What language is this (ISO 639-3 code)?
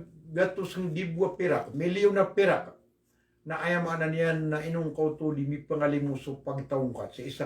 mrw